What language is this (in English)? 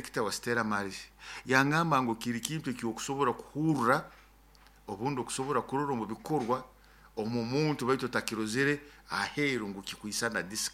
Nyoro